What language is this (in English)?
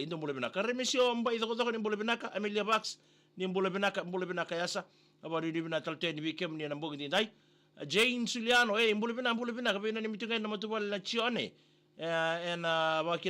Fijian